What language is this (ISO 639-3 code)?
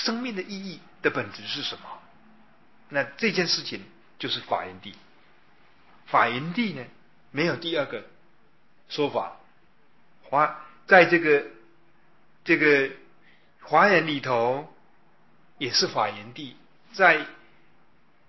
zho